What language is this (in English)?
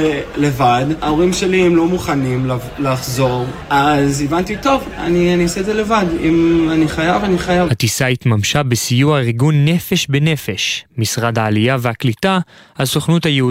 Hebrew